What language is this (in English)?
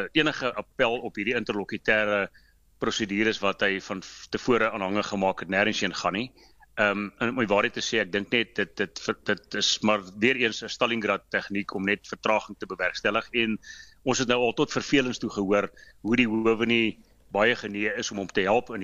Afrikaans